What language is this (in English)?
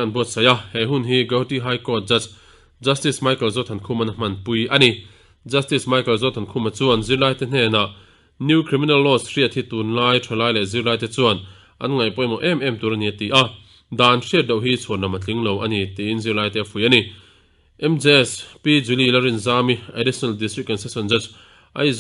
Mizo